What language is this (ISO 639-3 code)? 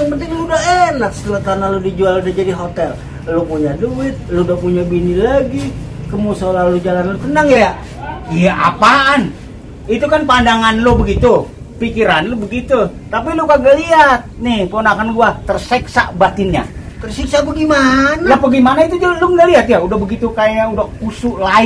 bew